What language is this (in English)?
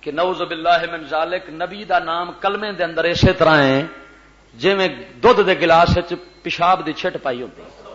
Western Panjabi